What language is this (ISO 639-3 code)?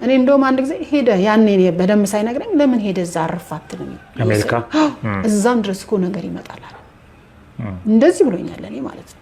amh